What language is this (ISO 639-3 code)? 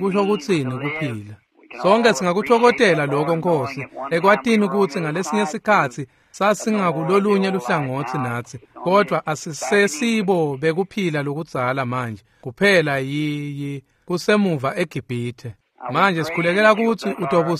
ssw